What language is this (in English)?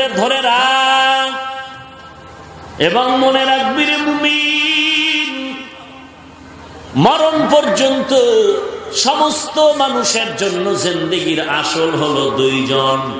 Bangla